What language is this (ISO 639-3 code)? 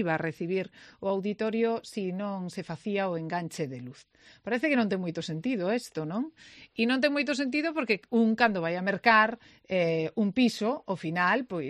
glg